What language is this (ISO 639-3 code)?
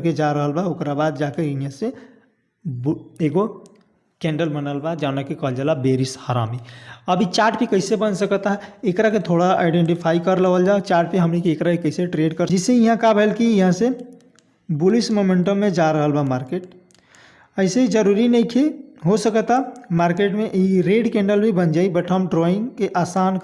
bho